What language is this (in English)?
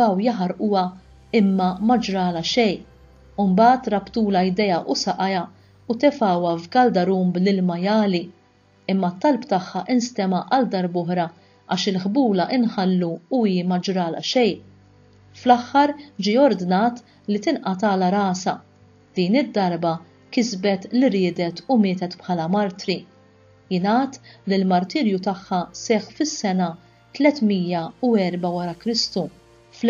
Maltese